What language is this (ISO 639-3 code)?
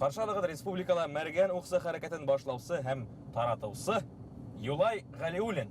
bak